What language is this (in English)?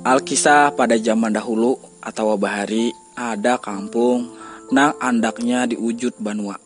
Banjar